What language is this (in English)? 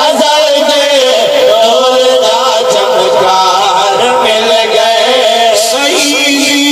Saraiki